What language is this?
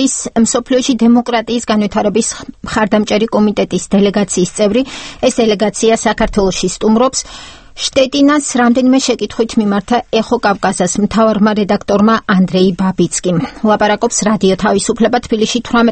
Georgian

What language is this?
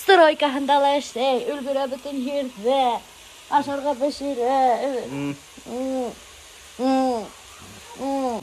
Bashkir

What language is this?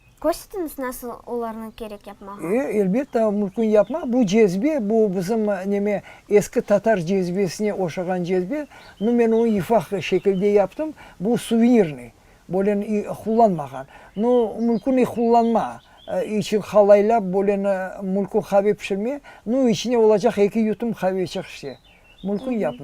Crimean Tatar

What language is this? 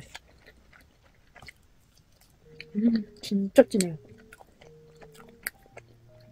Korean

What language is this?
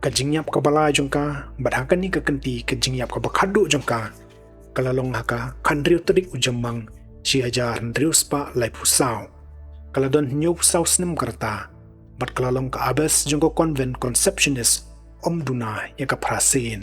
Khasi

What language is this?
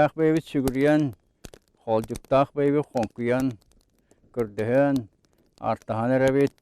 Yakut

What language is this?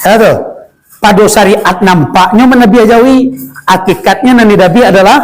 Minangkabau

